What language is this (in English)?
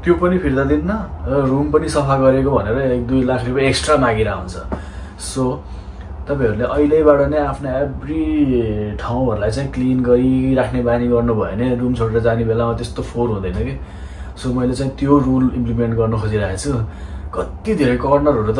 Nepali